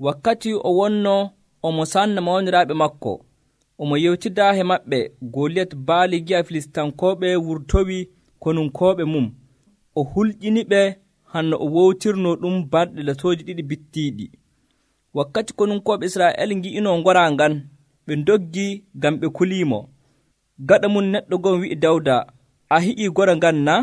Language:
Nigerian Fulfulde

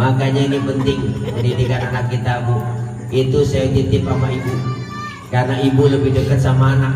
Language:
Betawi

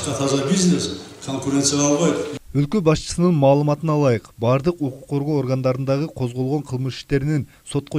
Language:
Kyrgyz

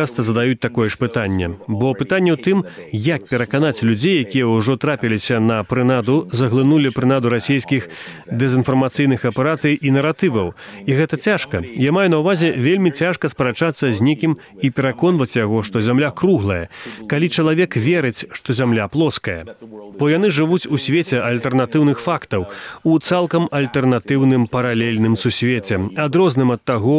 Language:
Belarusian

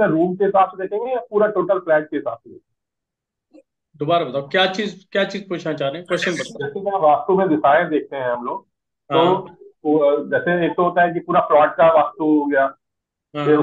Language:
Hindi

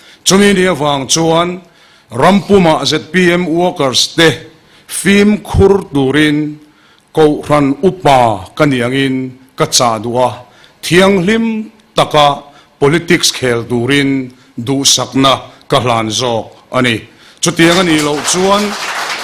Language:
Mizo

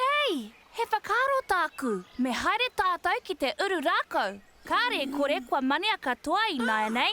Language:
Māori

